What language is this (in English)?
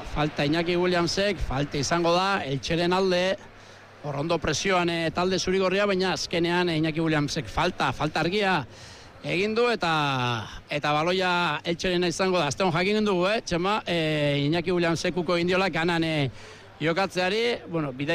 Basque